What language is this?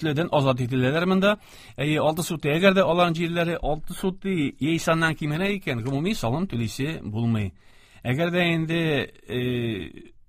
Tatar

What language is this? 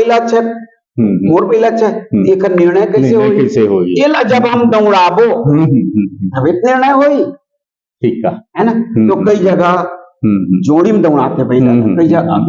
Chhattisgarhi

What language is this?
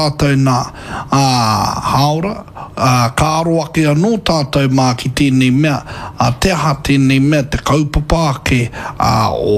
Māori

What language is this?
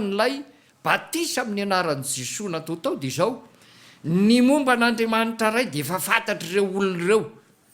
Malagasy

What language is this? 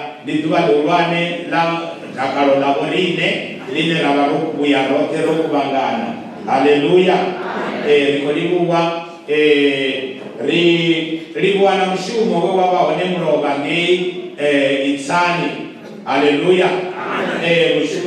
Venda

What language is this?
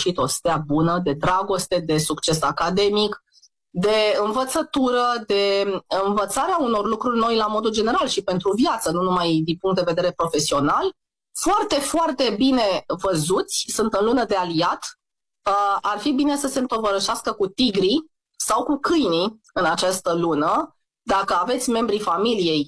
Romanian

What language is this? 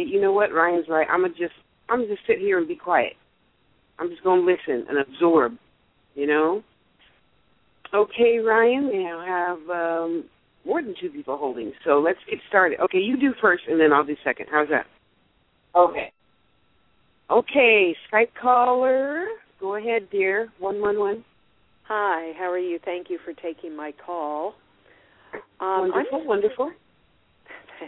English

